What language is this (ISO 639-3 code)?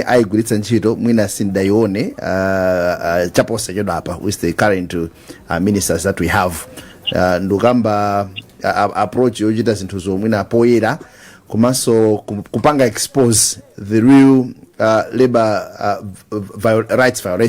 nya